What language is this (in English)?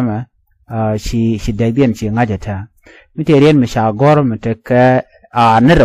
Nuer